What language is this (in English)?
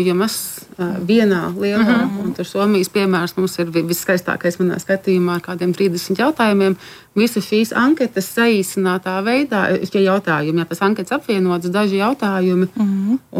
Latvian